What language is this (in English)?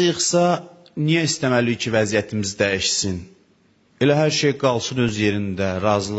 Azerbaijani